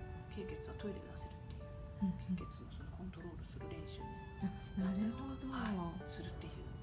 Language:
Japanese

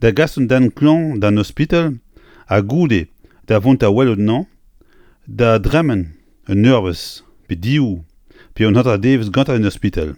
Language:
Breton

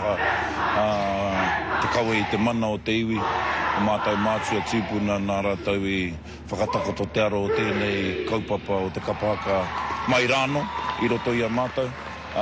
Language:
Māori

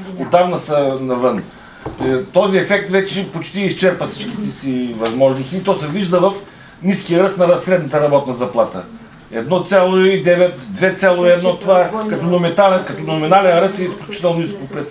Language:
Bulgarian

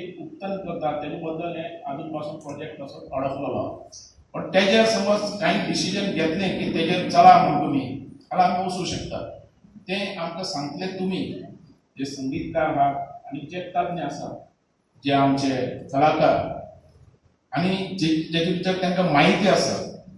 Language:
Konkani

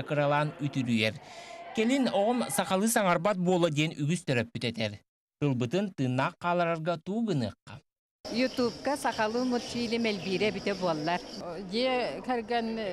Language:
Yakut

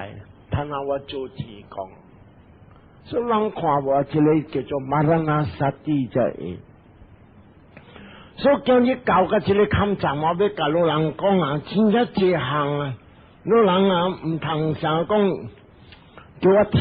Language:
Min Nan Chinese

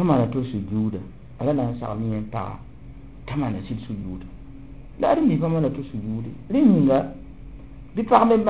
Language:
Mossi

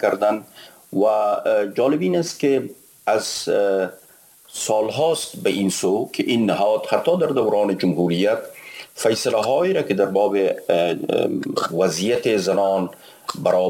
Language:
Persian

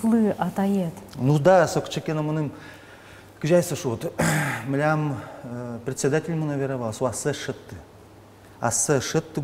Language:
Udmurt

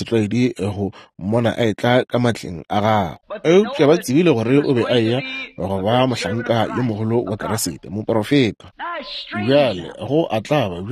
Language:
Northern Sotho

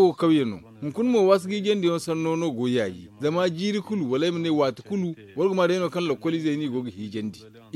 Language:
Zarma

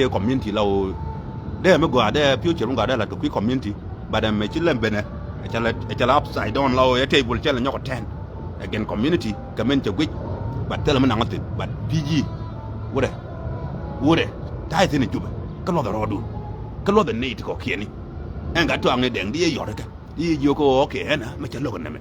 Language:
Nuer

